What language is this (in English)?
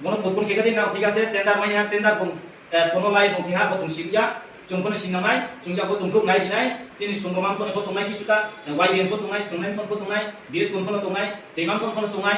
Riang (India)